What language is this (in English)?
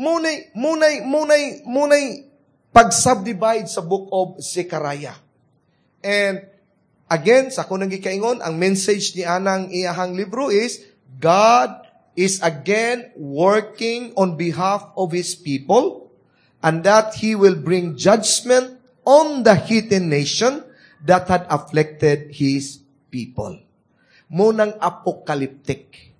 Cebuano